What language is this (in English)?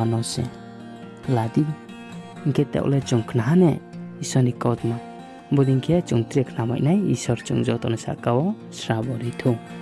Riang (India)